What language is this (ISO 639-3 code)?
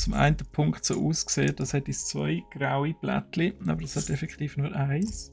gsw